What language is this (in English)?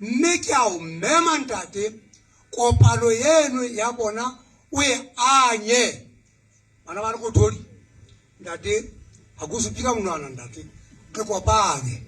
Southern Sotho